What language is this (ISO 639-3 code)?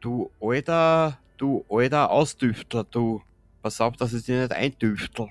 bar